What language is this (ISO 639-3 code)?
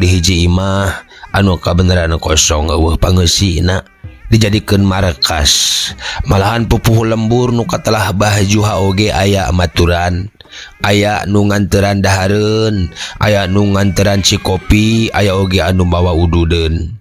sun